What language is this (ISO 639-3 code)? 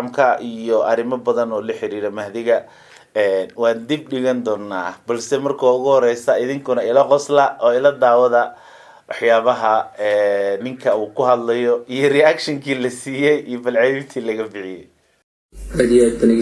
som